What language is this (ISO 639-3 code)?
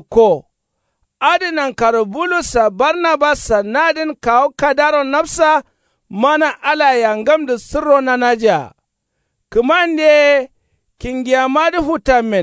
kau